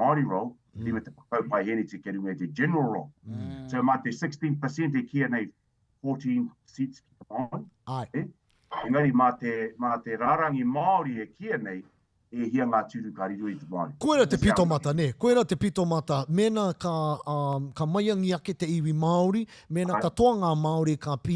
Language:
Māori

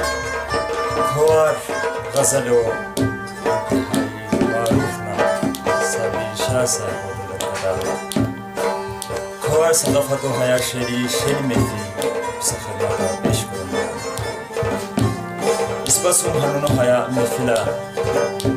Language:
Khowar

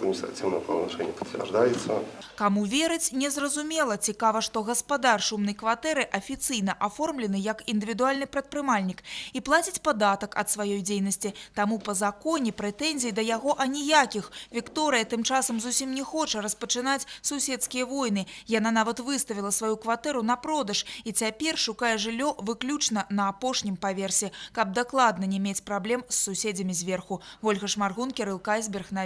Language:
Belarusian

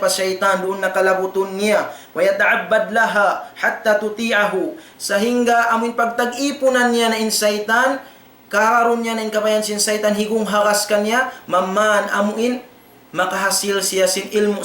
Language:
Tausug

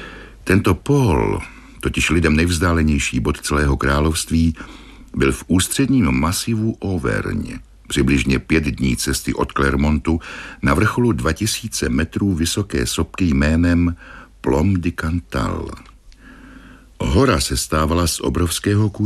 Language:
Czech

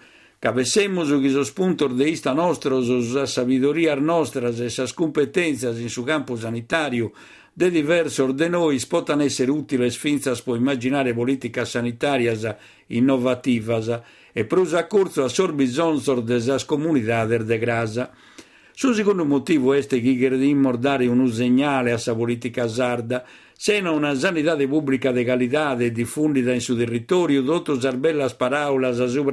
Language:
Sardinian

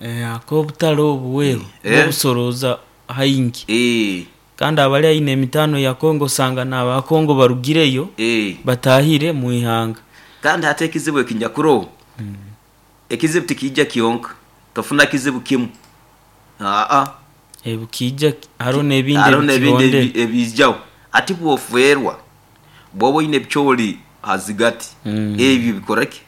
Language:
Nyoro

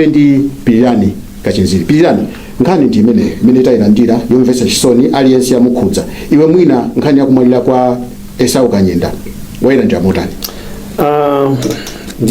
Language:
Nyanja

